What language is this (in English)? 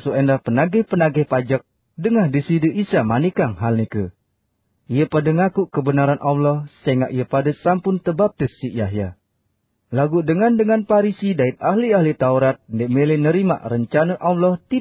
Sasak